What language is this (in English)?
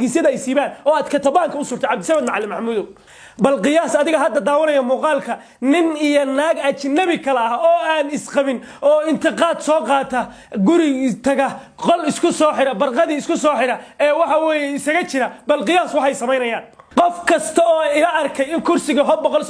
Somali